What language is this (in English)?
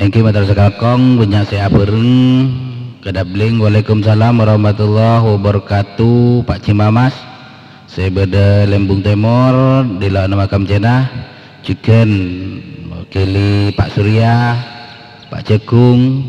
Madurese